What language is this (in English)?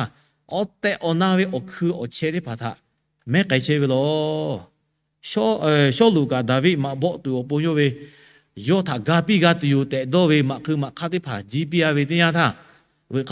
Lahu